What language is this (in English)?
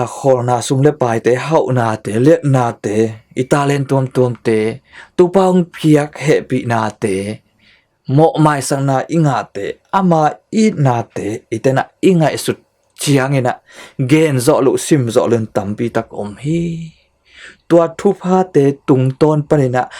Tedim Chin